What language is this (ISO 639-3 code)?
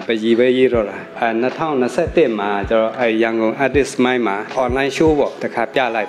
mya